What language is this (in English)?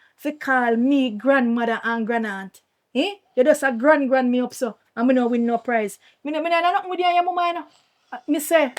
Jamaican Creole English